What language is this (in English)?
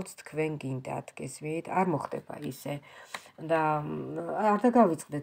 Georgian